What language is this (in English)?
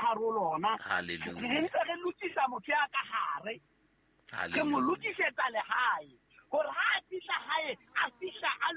Southern Sotho